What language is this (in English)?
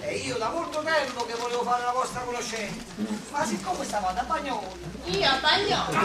Neapolitan